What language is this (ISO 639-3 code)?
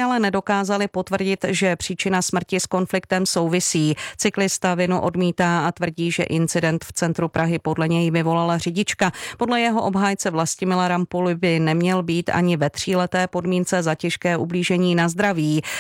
ces